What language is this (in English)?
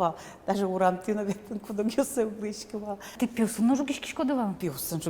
Udmurt